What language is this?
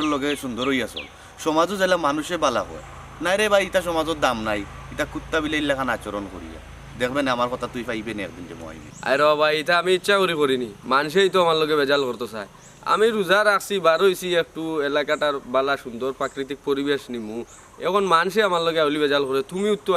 Sylheti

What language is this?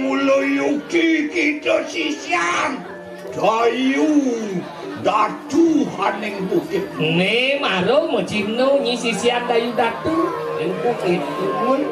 Balinese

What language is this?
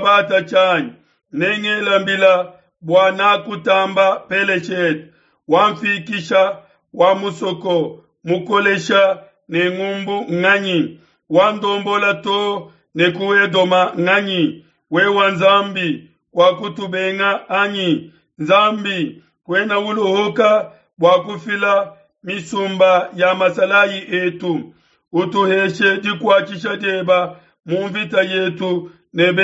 Luba-Lulua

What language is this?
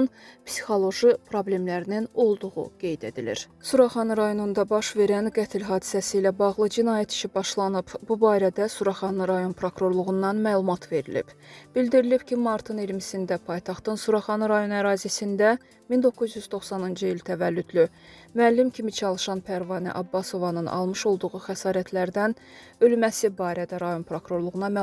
Azerbaijani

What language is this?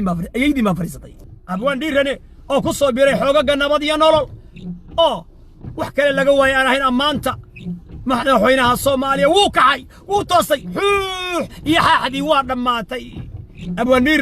Somali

